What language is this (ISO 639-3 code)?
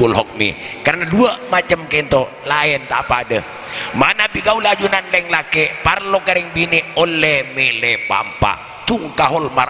mad